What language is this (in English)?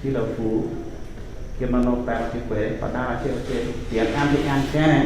Acoli